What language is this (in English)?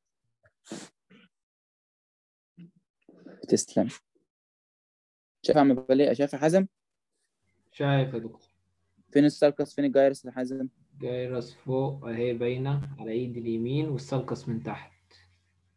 Egyptian Arabic